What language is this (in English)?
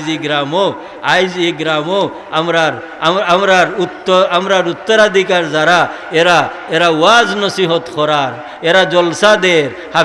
Sylheti